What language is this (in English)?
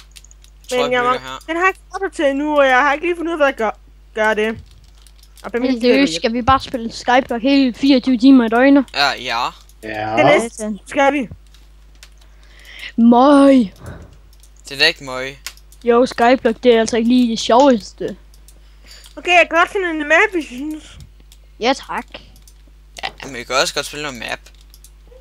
Danish